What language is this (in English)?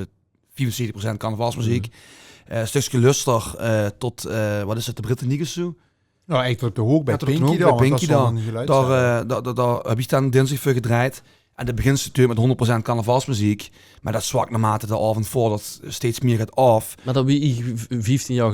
Limburgish